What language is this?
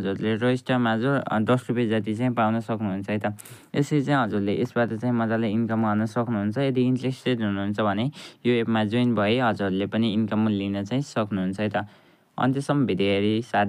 Nepali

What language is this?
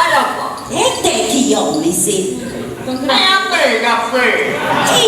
Sardinian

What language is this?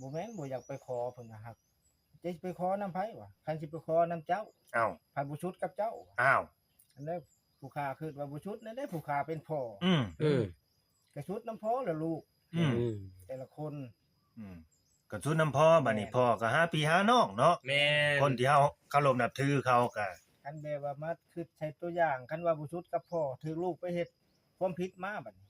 Northeastern Thai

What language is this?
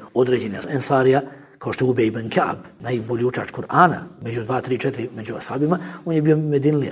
Bosnian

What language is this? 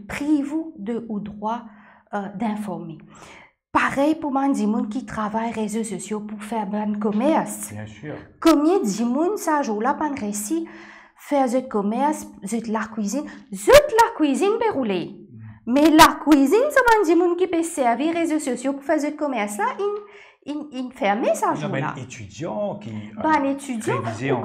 Morisyen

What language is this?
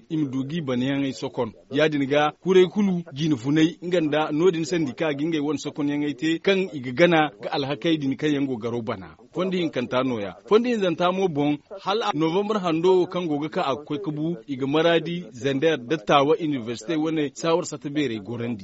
Zarma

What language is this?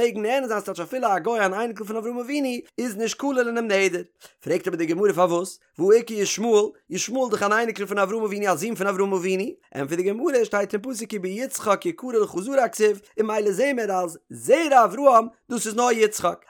Yiddish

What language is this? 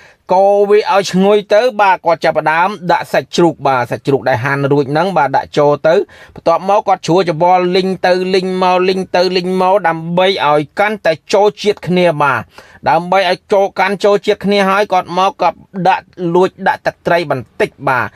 Khmer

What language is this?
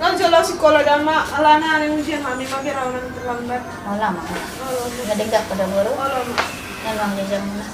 Batak Toba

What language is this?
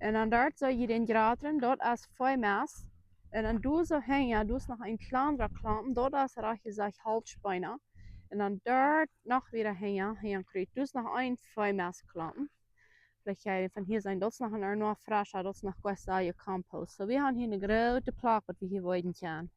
Plautdietsch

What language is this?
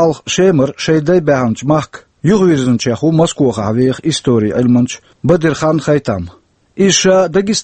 Chechen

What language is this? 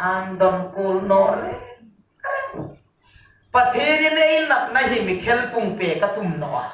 Hmar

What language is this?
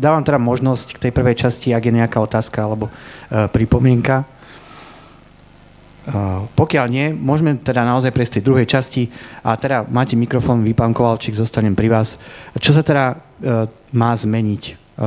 Slovak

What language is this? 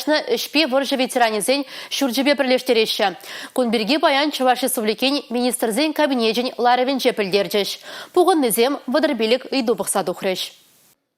Chuvash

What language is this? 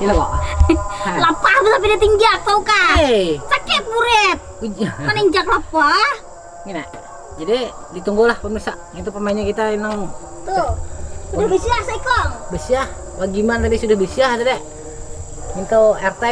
Banjar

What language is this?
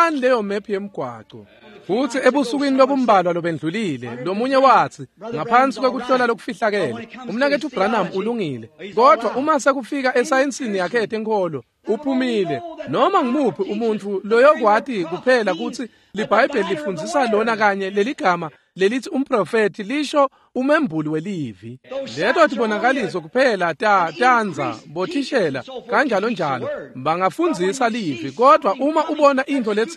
Swati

